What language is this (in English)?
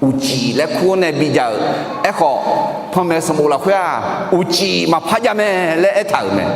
Akha